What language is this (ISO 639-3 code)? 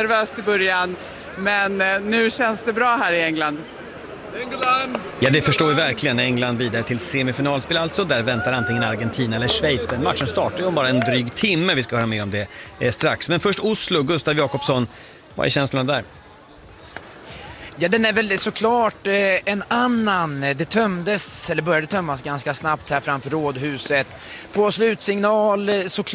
swe